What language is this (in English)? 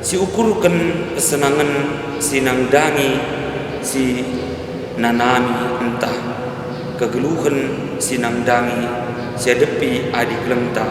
Batak Karo